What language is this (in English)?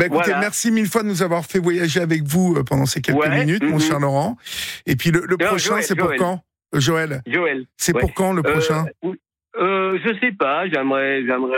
French